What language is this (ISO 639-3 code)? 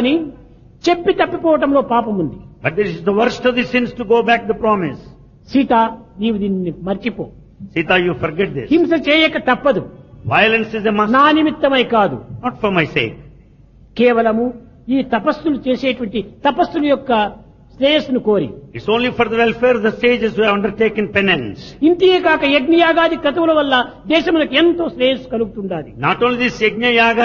tel